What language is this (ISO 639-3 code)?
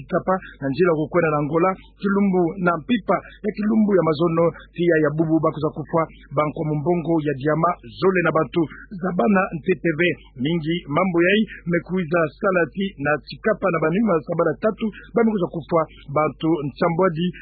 ktu